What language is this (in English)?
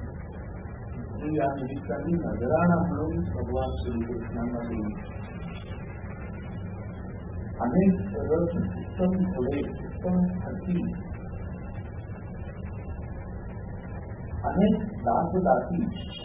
Marathi